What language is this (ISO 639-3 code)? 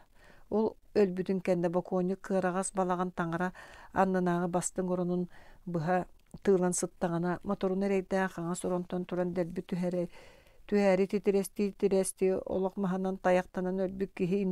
sah